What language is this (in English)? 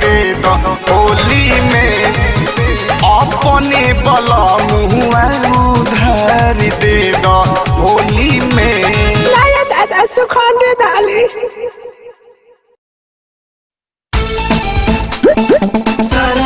Bhojpuri